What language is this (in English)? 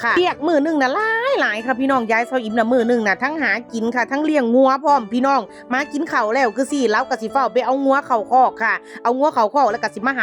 Northeastern Thai